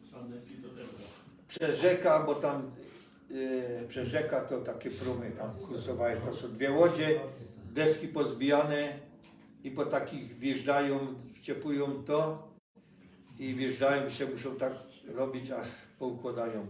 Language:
Silesian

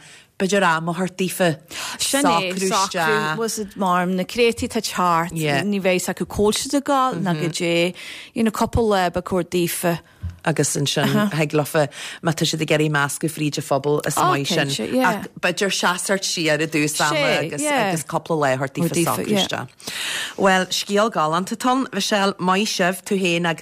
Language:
Irish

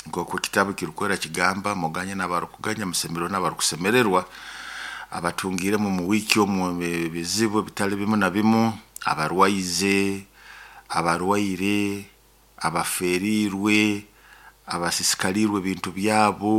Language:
Nyoro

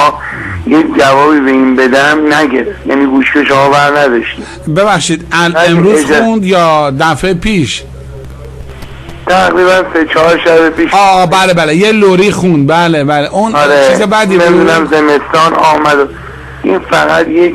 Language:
Persian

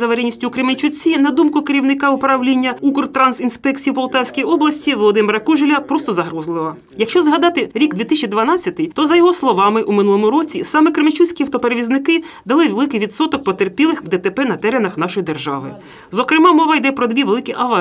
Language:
Ukrainian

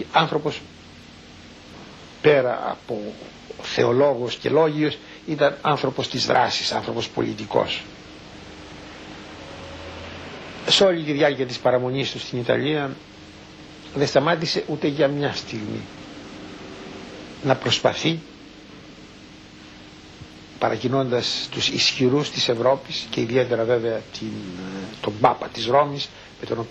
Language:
Greek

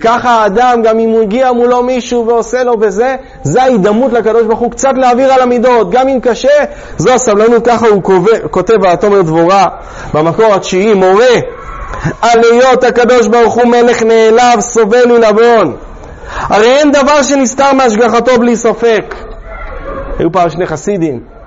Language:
Hebrew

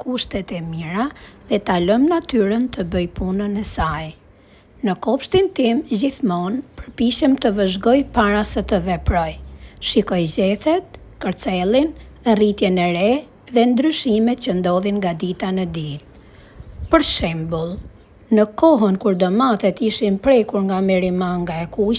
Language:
Albanian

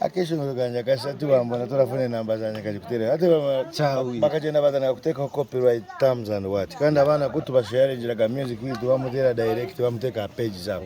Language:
Nyankole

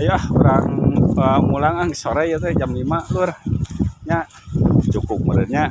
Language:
Sundanese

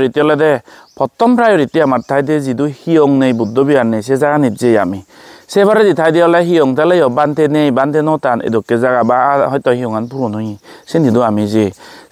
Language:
Chakma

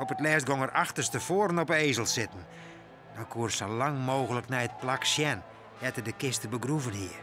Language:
Western Frisian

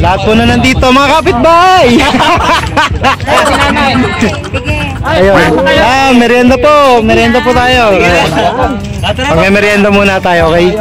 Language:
Filipino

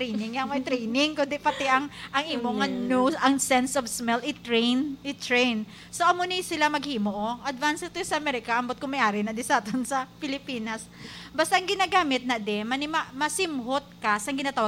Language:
Hiligaynon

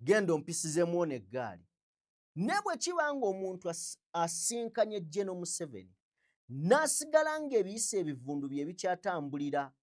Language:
Ganda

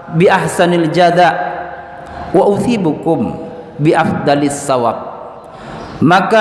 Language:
Achinese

